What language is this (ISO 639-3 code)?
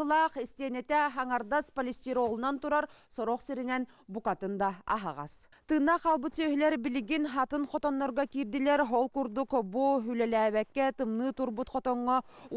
sah